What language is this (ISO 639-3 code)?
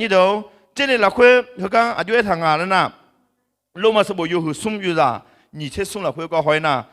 ahk